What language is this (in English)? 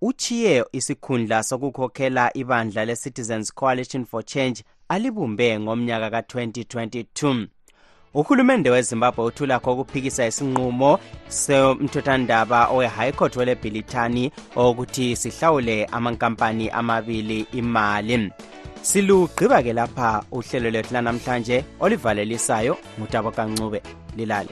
North Ndebele